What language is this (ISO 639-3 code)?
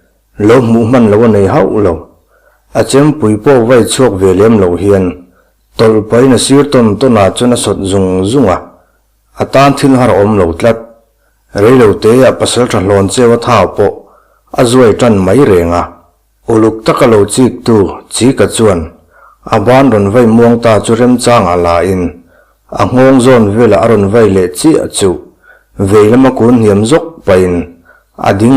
lus